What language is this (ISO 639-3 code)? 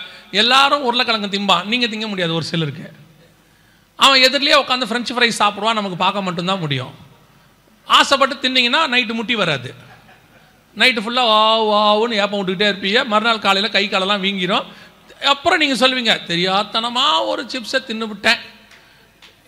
tam